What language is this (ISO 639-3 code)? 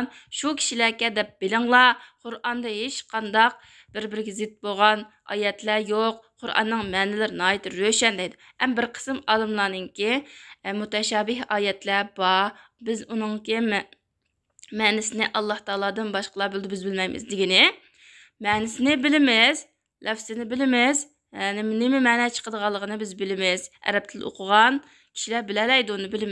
uig